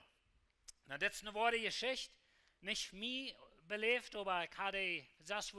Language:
Plautdietsch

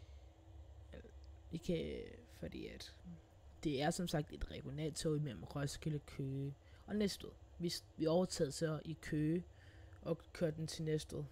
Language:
Danish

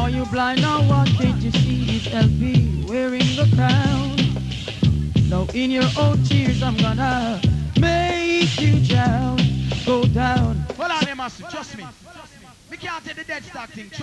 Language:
English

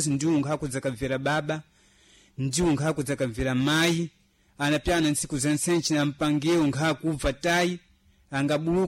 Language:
Sena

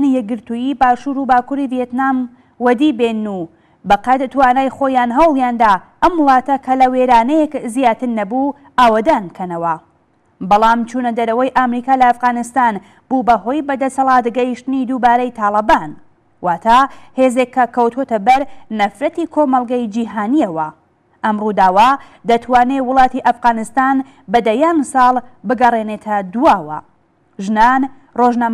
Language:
Central Kurdish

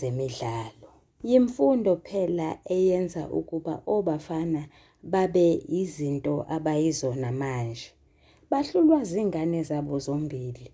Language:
Zulu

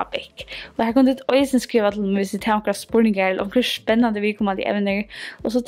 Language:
Faroese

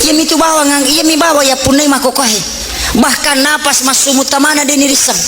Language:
Buginese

